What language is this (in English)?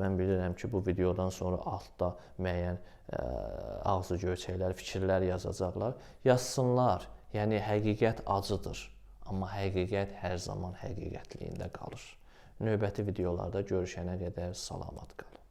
Azerbaijani